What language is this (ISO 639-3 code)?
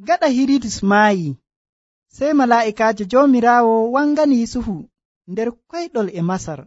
fuv